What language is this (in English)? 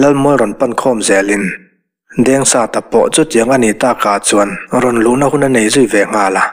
Mizo